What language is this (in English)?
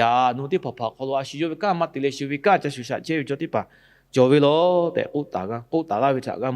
Lahu